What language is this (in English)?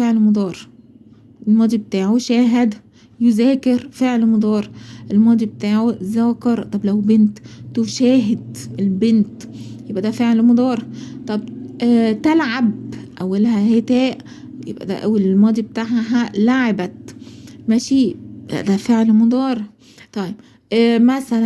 Egyptian Arabic